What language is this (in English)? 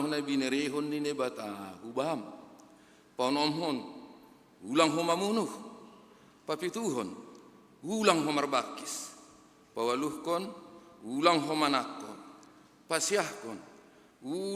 Batak Simalungun